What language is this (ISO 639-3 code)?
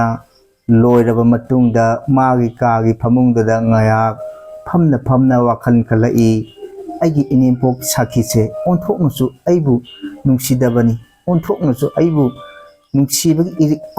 mni